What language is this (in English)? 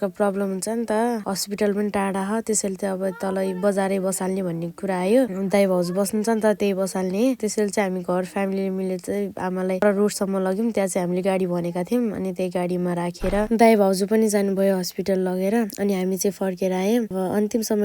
Nepali